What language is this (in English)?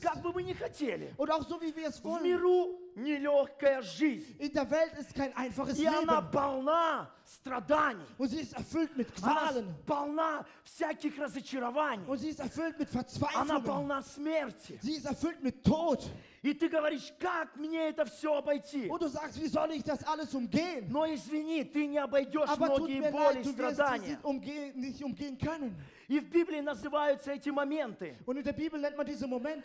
Russian